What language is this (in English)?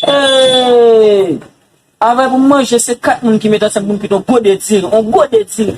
Haitian Creole